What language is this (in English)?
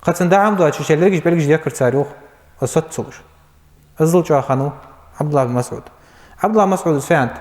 Ingush